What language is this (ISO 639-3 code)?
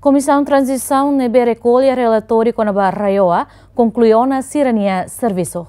tet